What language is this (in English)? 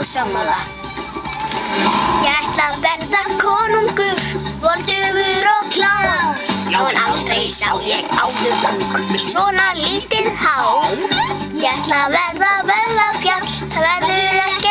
Icelandic